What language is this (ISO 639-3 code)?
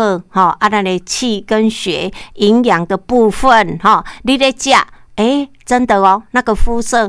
nan